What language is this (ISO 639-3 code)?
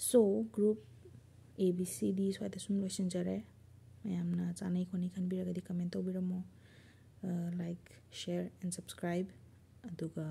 mni